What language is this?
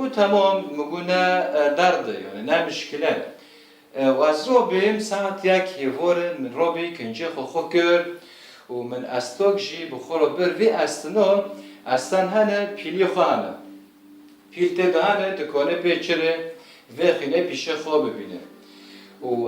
Kurdish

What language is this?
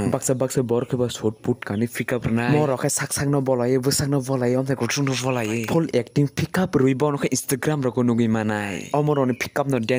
Kok Borok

